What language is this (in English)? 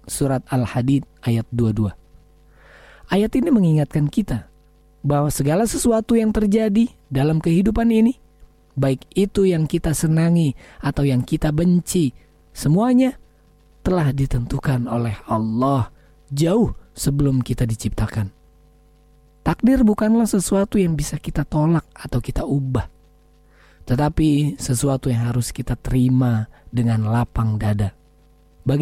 Indonesian